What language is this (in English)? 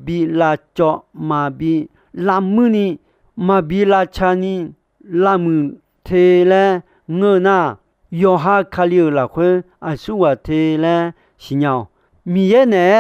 Akha